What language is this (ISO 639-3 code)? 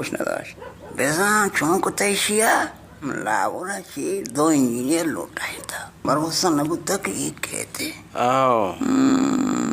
bal